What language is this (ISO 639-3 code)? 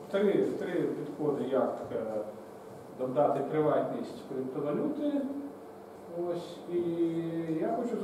ukr